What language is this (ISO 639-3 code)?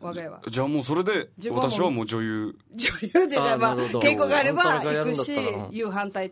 jpn